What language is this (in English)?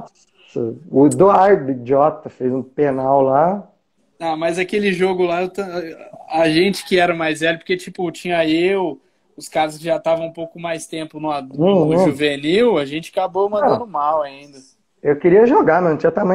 Portuguese